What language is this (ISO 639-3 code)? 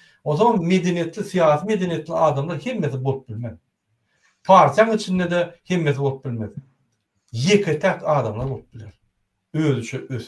tuk